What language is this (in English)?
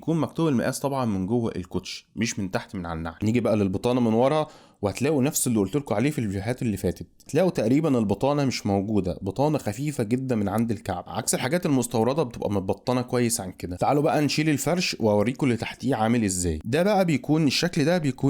Egyptian Arabic